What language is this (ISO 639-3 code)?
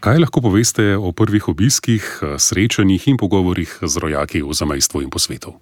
slv